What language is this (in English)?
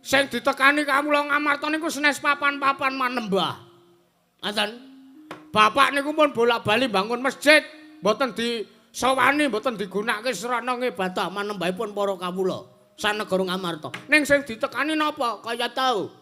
Javanese